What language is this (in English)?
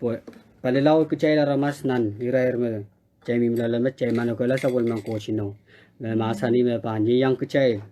Pohnpeian